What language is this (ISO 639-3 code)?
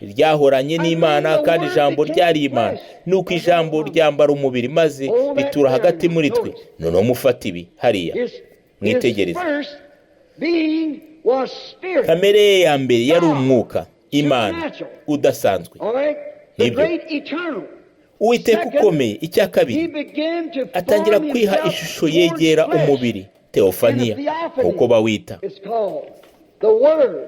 kin